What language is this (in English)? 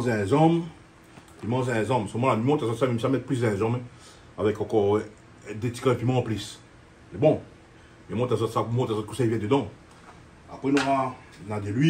Réunion Creole French